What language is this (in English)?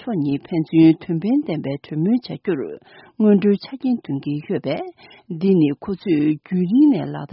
Tibetan